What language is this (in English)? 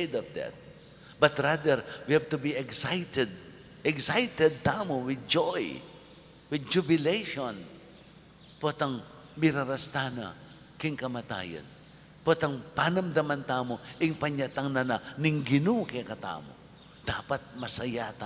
Pampanga